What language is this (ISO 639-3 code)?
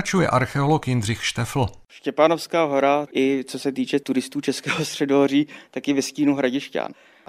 ces